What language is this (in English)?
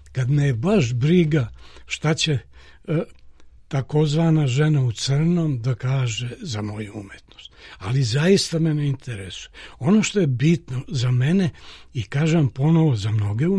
Serbian